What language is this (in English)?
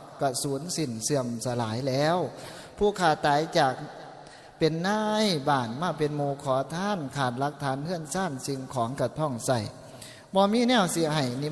Northeastern Thai